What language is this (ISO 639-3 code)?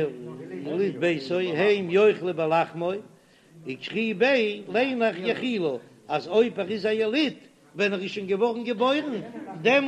yid